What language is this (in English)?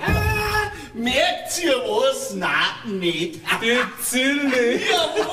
Bavarian